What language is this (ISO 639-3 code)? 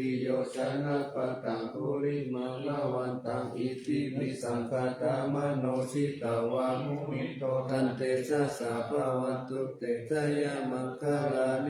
pli